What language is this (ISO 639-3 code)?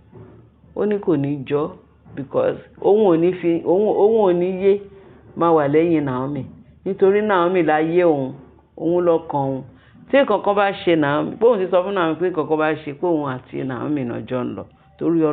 yor